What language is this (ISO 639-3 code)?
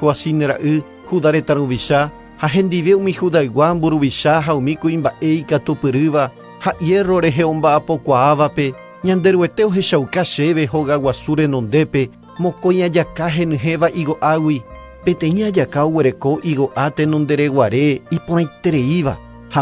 grn